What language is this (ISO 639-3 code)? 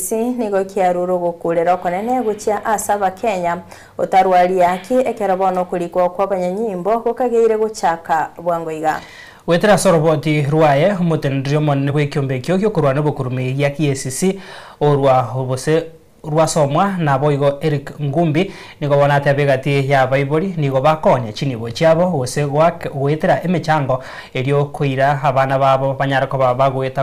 guz